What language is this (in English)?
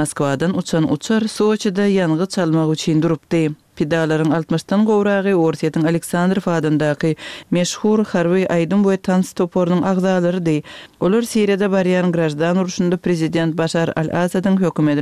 Kyrgyz